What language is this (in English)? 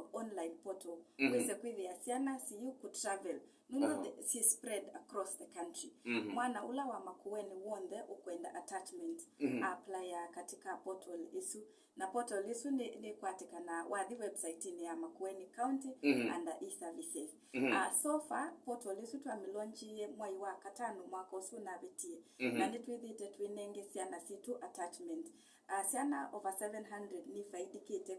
Kamba